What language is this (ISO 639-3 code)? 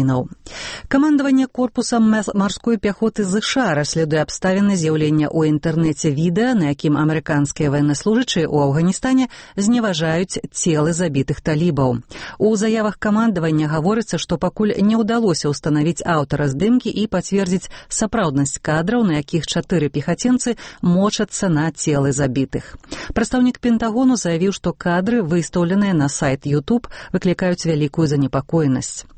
bel